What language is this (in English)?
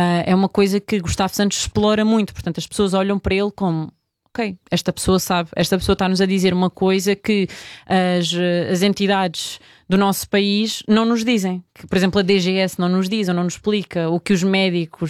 Portuguese